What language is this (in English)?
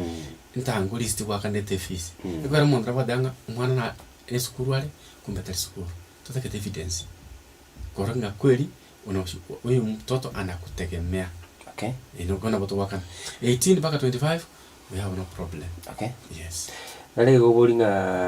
Gusii